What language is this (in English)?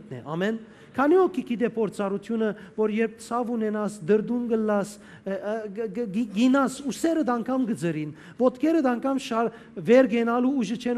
Western Armenian